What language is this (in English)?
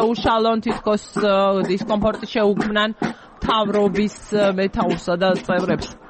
Georgian